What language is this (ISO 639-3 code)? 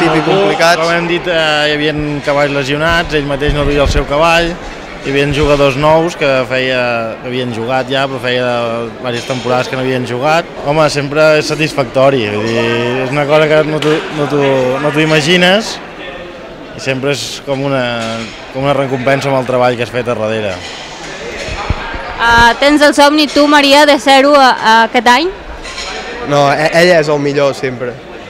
cat